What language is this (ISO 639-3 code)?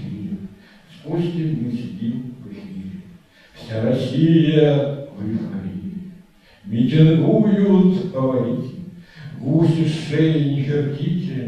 rus